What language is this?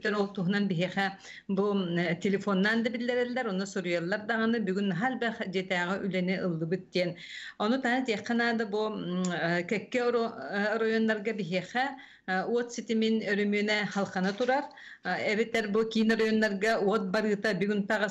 Yakut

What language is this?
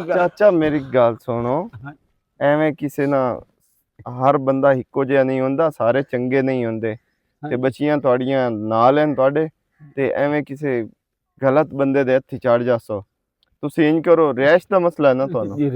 Western Panjabi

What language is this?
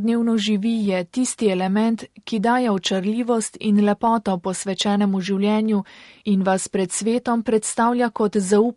Slovenian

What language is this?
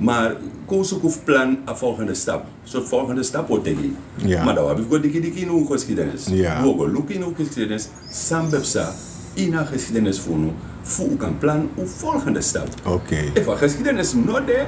Sranan Tongo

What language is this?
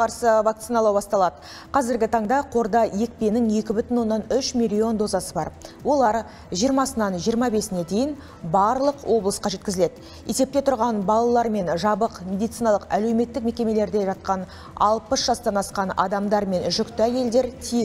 Kazakh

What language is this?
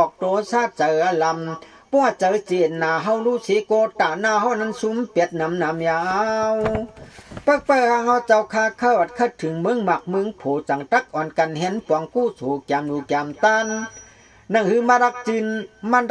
Shan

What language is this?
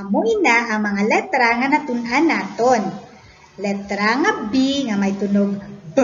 Hiligaynon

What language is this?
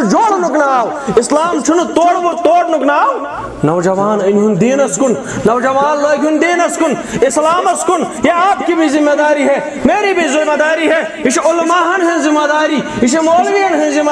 Kashmiri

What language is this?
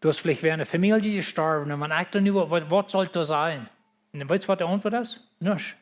Plautdietsch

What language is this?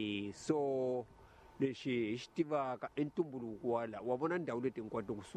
Tsonga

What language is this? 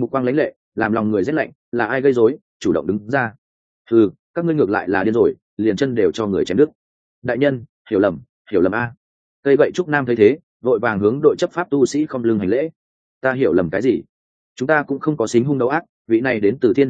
Vietnamese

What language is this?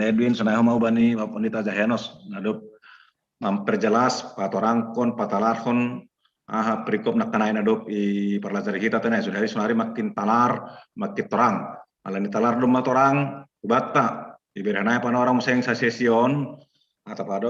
Batak Simalungun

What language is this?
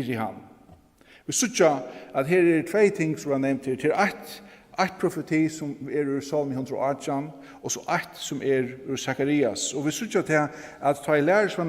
Faroese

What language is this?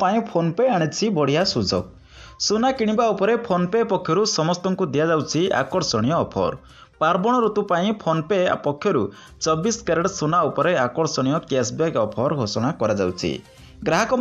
Odia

